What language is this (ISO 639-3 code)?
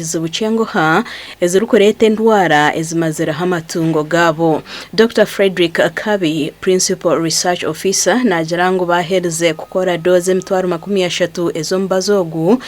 nyn